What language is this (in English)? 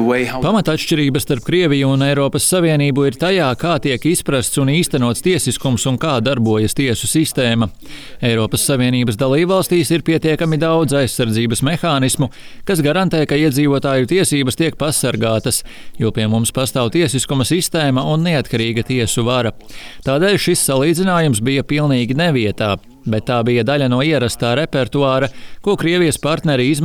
Latvian